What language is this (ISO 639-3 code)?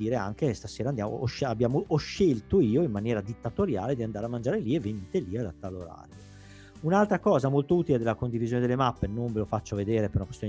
ita